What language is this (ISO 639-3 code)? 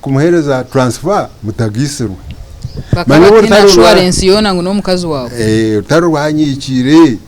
nyn